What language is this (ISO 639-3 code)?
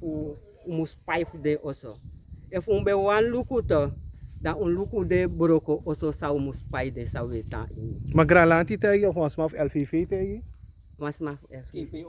srn